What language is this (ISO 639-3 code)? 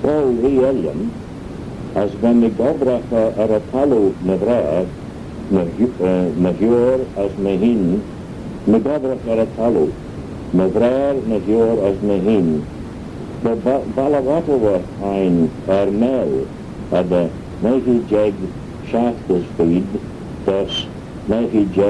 glv